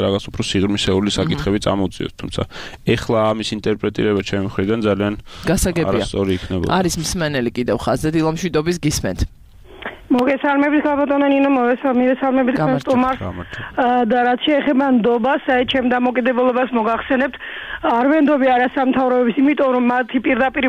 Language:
Georgian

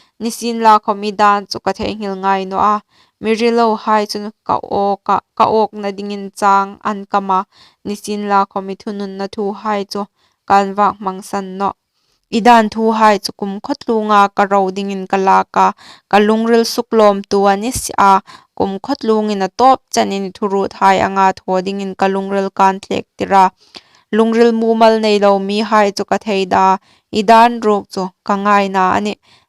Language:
Hmar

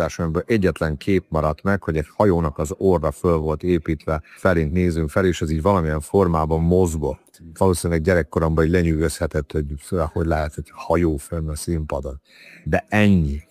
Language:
Hungarian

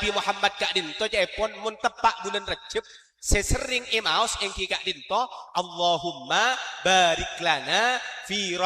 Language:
Madurese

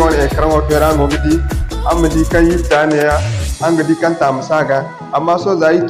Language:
Zarma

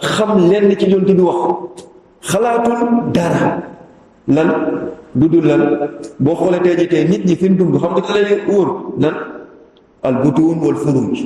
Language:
Wolof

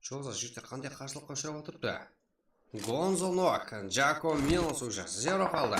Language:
Kara-Kalpak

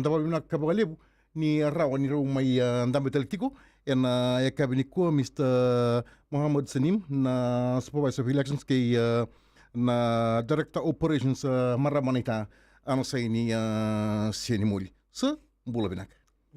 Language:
Fijian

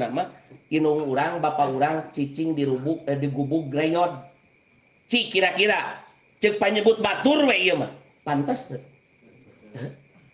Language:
Sundanese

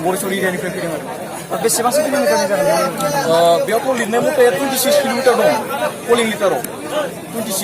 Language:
Bodo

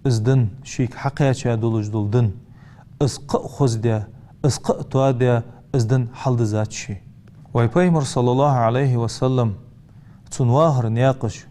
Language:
Ingush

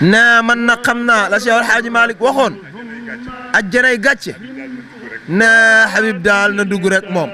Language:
Wolof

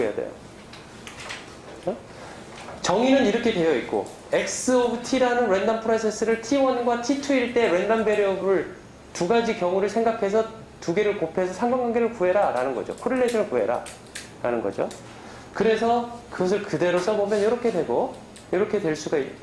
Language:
Korean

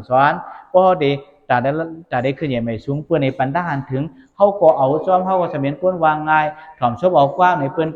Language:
Shan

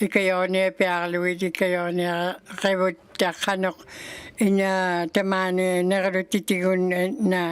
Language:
Inuktitut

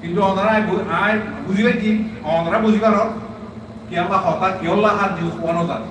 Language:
Rohingya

